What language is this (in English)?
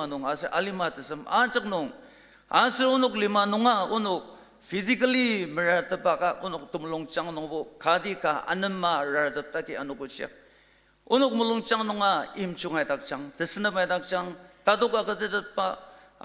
Ao Naga